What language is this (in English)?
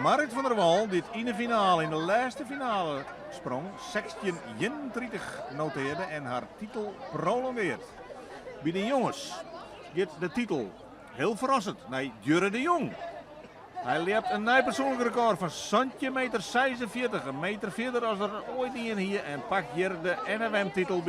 Western Frisian